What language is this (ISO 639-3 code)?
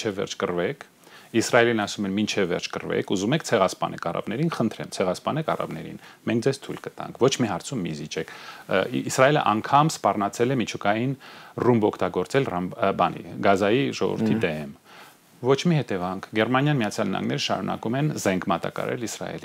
hye